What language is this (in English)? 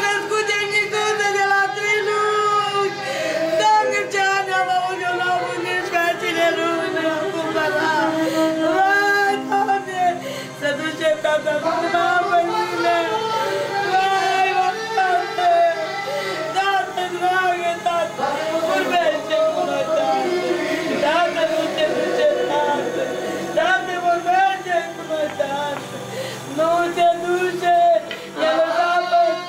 Romanian